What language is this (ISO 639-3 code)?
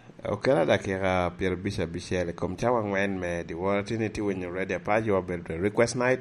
laj